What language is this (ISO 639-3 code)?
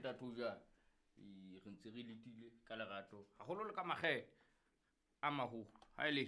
sot